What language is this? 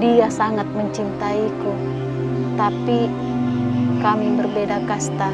Makassar Malay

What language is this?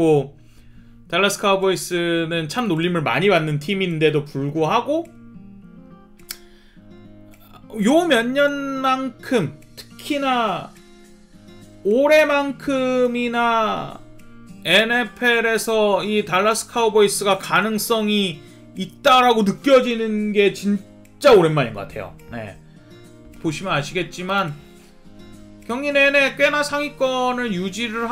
Korean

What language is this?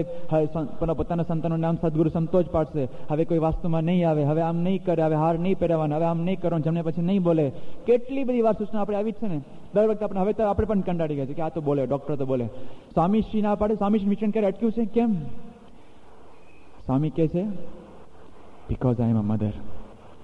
Gujarati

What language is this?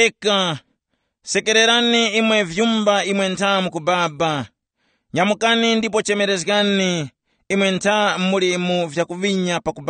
Tumbuka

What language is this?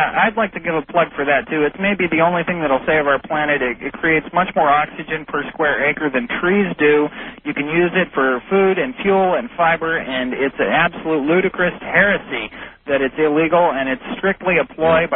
English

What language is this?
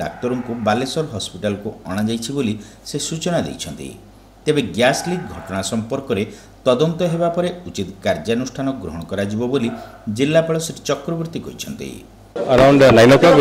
Odia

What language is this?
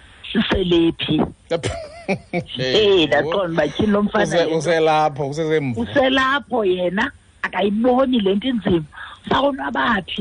Xhosa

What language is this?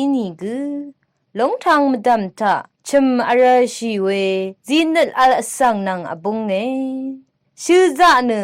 Rawang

